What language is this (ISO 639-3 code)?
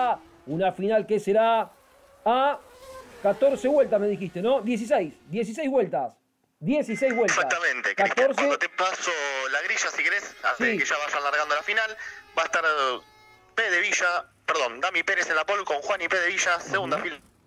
spa